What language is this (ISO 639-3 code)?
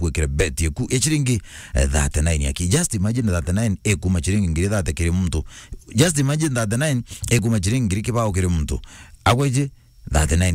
mer